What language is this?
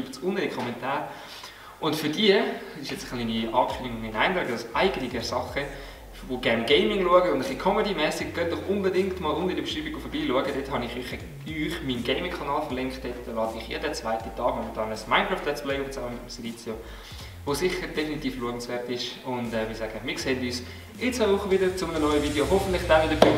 Swiss German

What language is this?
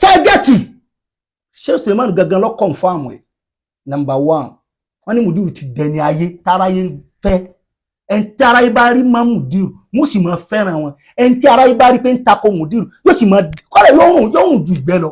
Yoruba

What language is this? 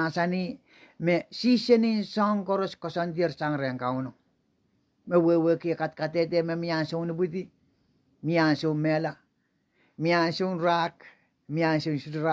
Pohnpeian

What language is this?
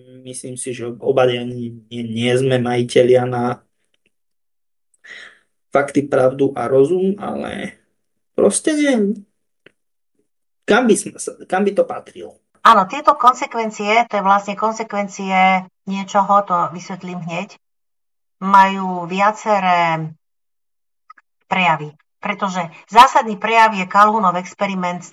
Slovak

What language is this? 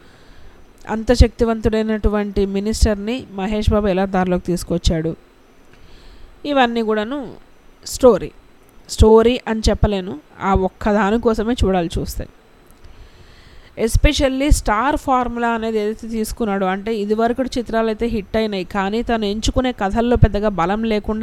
Telugu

